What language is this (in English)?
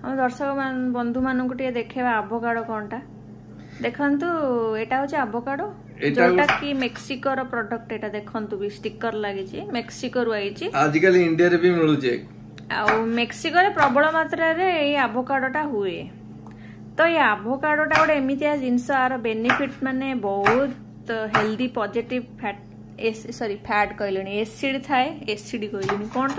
Odia